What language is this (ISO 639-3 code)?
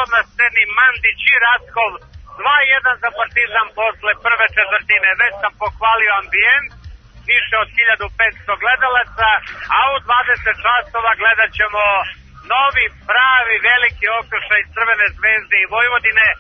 srp